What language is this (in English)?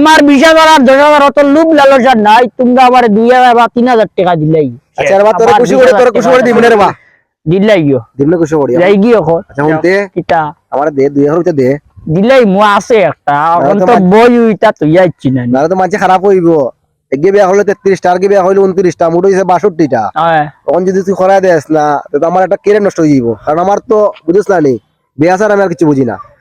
Sylheti